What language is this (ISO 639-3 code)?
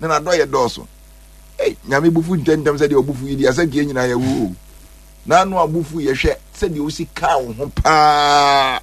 aka